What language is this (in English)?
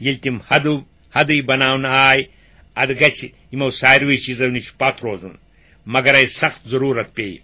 Kashmiri